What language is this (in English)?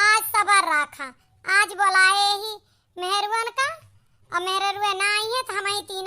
Awadhi